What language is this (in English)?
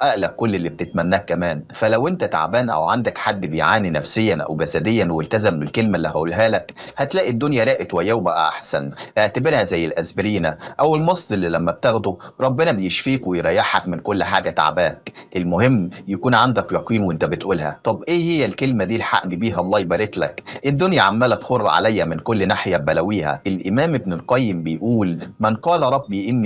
Egyptian Arabic